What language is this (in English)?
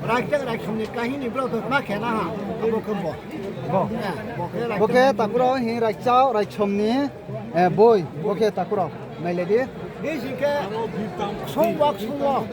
Riang (India)